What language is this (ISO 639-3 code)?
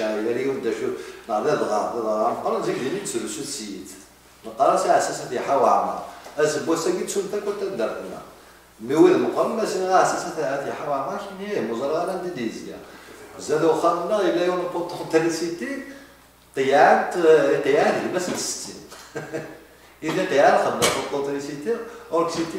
kab